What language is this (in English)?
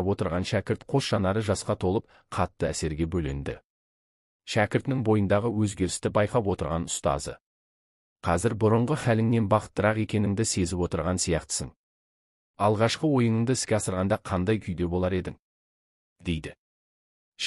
Kazakh